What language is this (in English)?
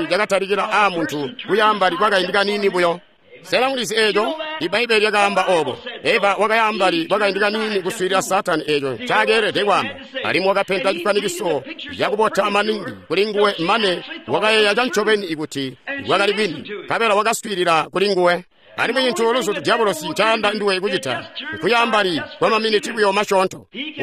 Tonga (Zambia)